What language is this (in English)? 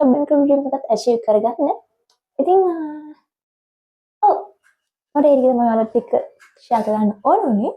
Sinhala